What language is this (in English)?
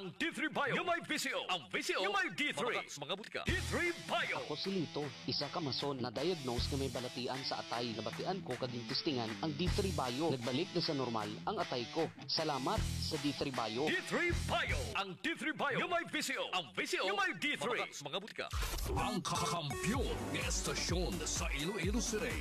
Hiligaynon